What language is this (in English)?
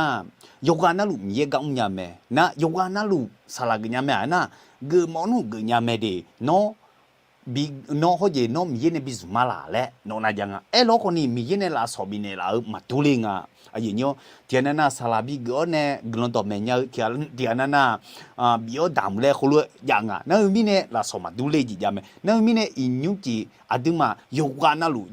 Akha